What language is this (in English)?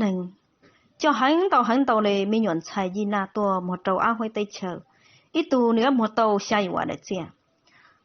Hmong